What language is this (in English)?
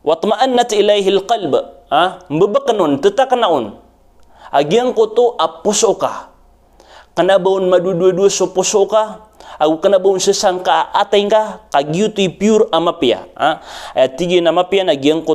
Maranao